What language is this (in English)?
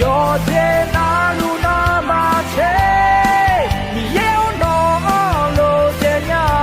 Akha